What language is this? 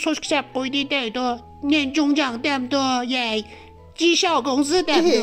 Uyghur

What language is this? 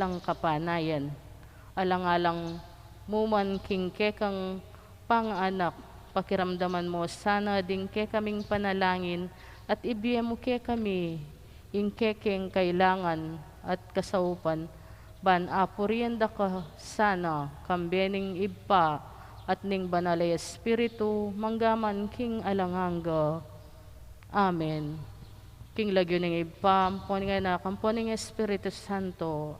Pampanga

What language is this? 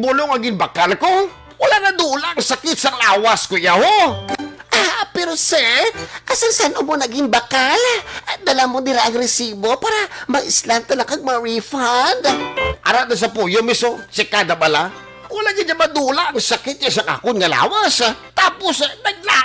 Hiligaynon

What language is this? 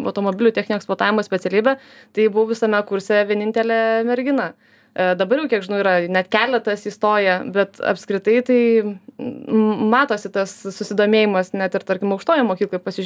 Lithuanian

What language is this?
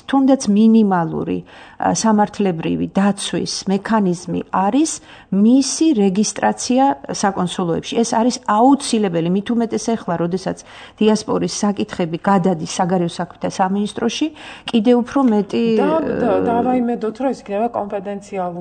Georgian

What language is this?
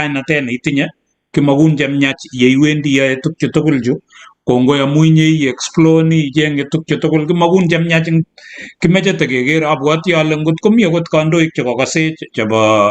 Kalenjin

